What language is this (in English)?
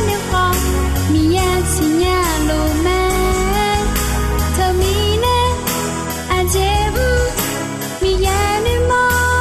Akha